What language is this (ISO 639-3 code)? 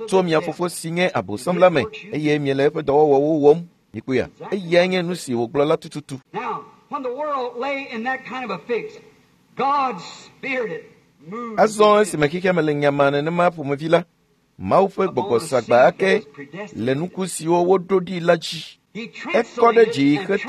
ewe